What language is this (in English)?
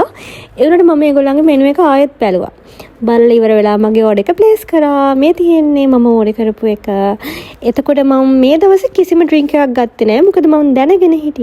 Sinhala